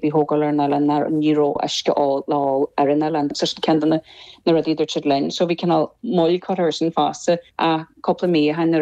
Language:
Irish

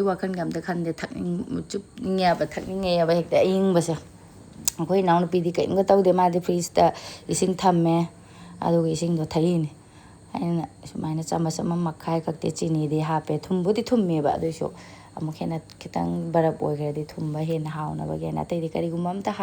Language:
Manipuri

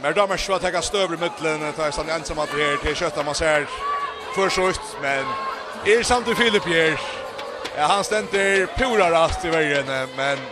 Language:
Faroese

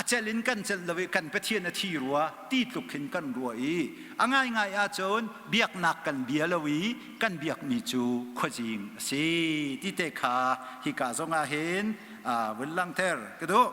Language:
Hakha Chin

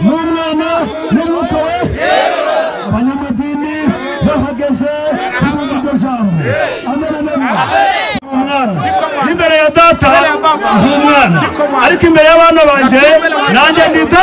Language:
Kinyarwanda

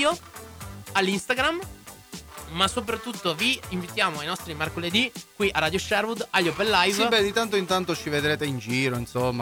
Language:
Italian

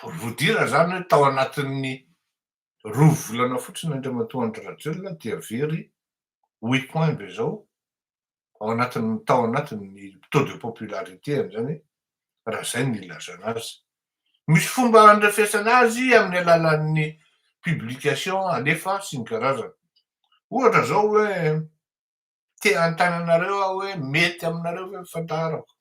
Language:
Malagasy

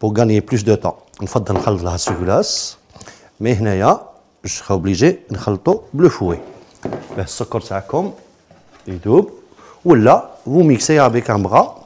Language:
Algerian Arabic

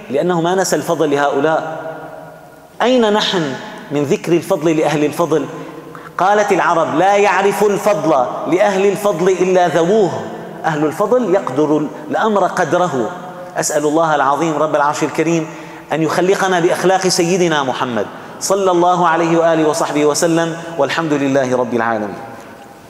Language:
Arabic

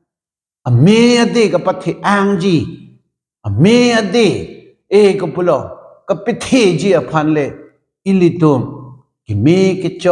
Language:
Karbi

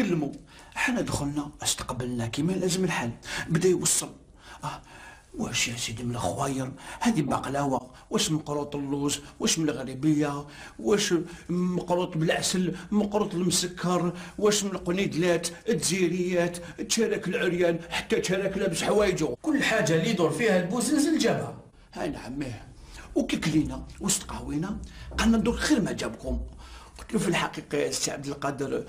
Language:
Algerian Arabic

